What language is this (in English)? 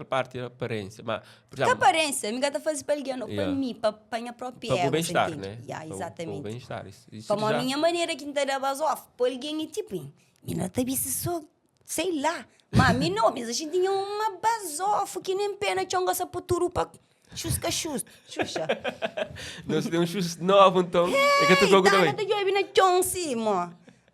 Kabuverdianu